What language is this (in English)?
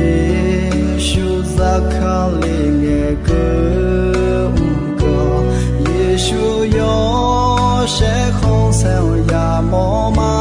Akha